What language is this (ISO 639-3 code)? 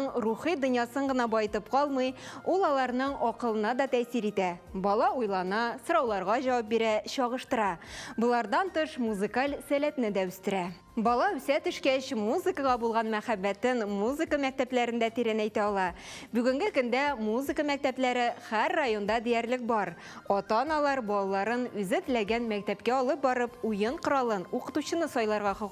tat